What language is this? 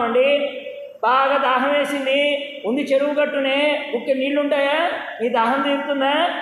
Telugu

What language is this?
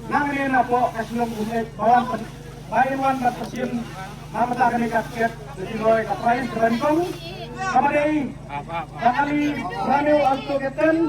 Khasi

